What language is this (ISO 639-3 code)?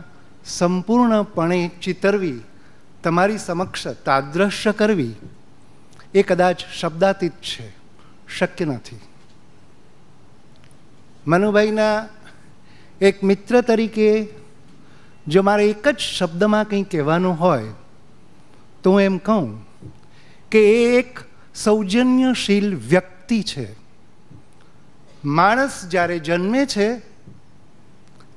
guj